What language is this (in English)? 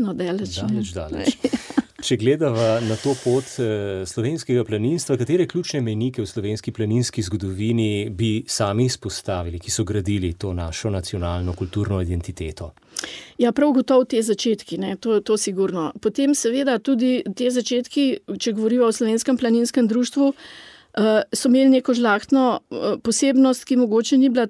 Slovenian